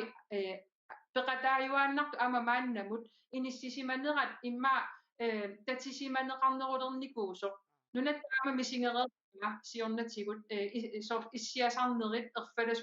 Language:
Kalaallisut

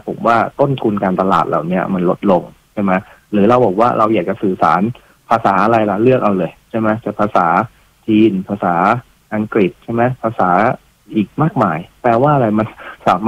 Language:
Thai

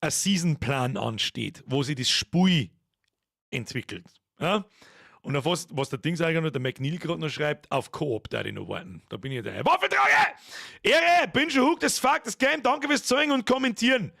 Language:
Bavarian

